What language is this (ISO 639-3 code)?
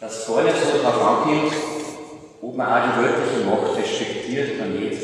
bar